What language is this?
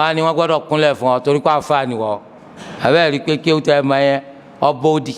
Yoruba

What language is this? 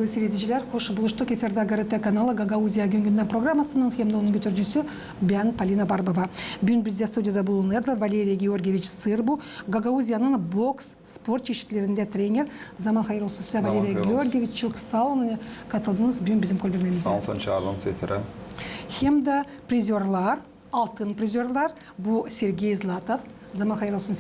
Gagauz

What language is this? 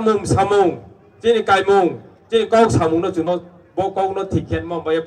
Riang (India)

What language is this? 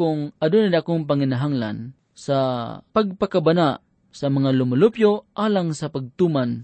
Cebuano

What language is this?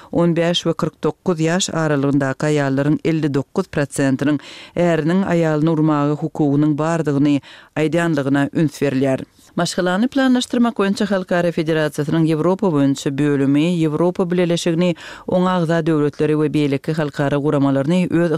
Turkmen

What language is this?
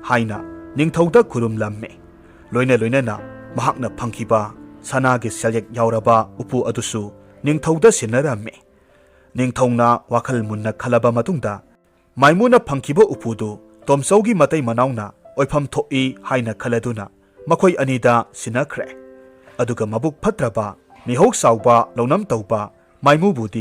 Manipuri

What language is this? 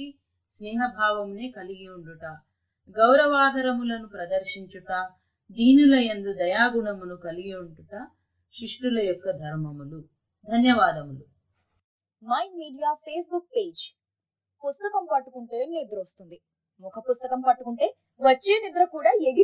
Telugu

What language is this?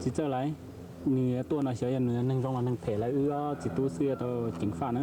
Hmong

